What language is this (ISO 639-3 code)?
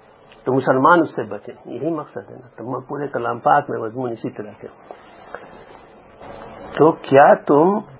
urd